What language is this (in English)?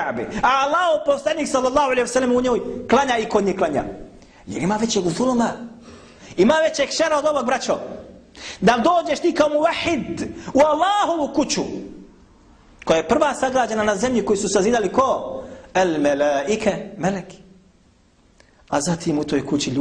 Bosnian